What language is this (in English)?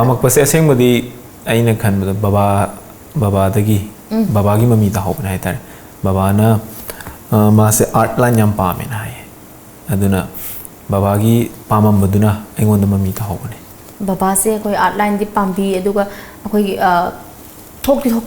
Manipuri